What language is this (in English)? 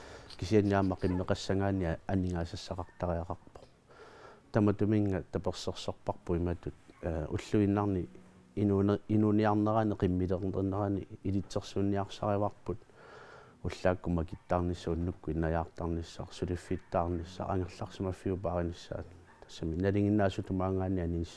Kalaallisut